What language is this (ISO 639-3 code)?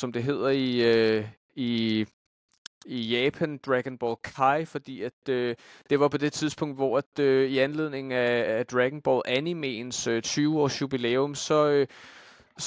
dan